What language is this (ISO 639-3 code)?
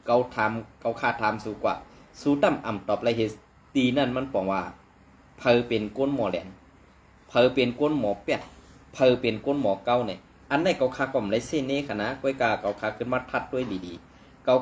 shn